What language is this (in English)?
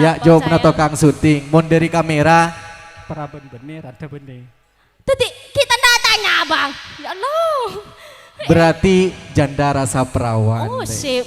Madurese